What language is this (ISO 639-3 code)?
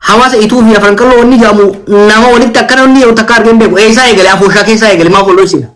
orm